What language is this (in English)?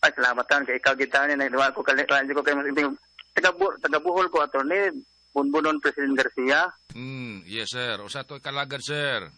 Cebuano